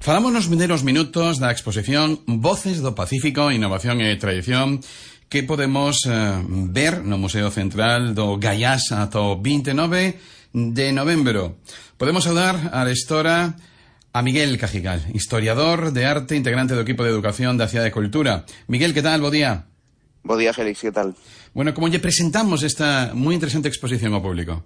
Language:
Galician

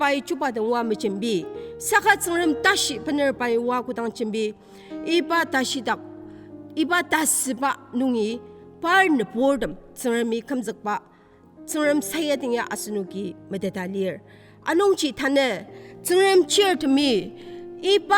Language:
Ao Naga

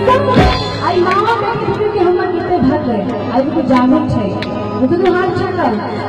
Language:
Maithili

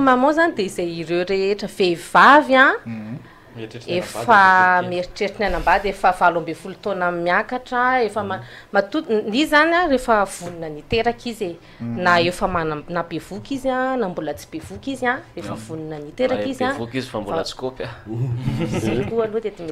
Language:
Malagasy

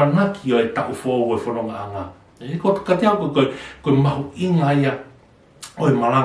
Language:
Tongan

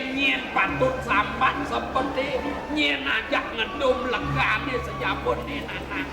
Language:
Balinese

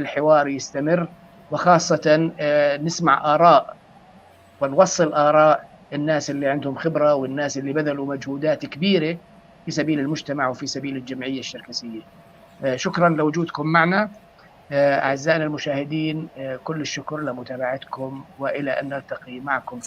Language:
North Levantine Arabic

